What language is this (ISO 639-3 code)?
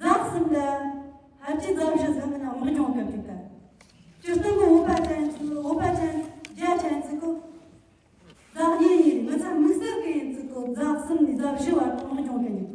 bod